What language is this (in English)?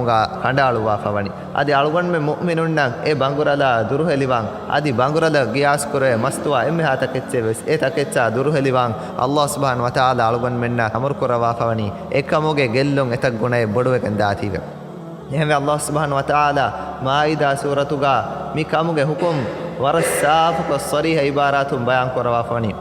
Divehi